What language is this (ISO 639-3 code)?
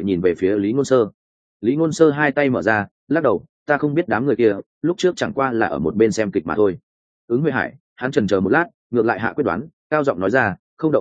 vie